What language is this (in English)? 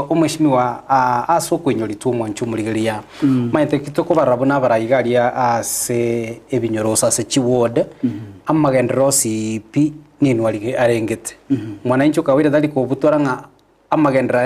Gusii